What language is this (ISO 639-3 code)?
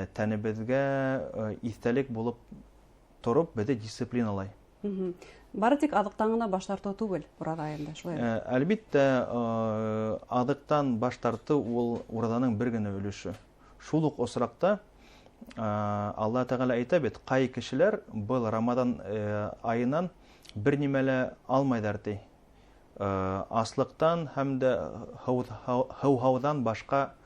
bak